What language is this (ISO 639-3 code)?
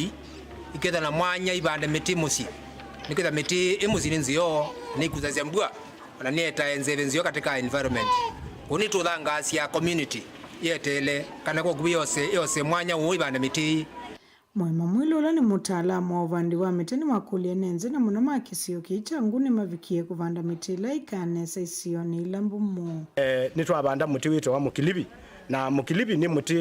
kam